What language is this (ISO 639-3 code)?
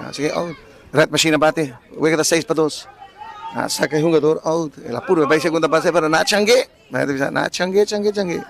pap